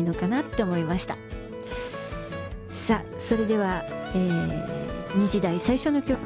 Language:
Japanese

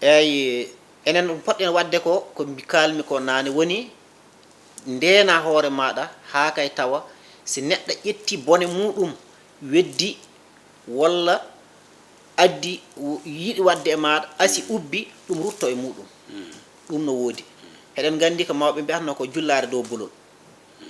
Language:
Fula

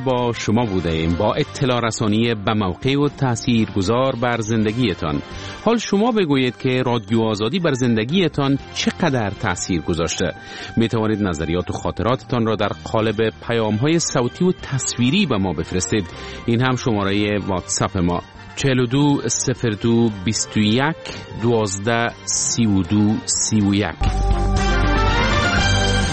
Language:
Persian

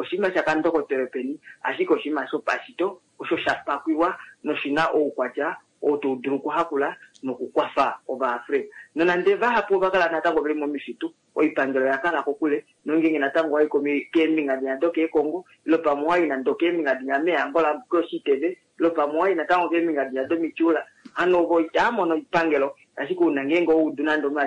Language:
Kuanyama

